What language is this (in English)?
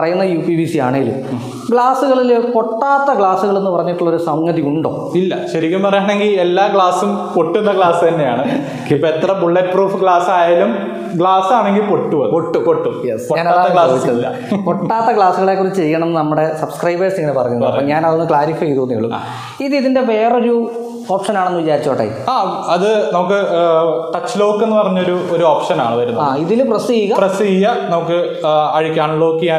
Malayalam